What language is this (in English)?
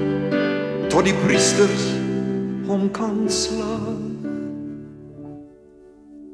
Afrikaans